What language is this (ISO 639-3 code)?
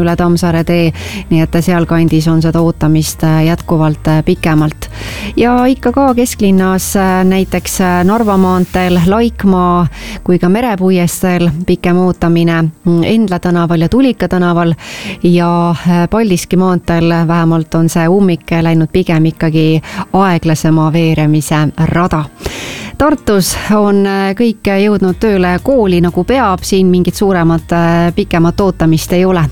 est